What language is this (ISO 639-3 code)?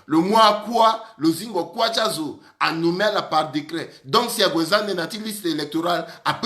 sag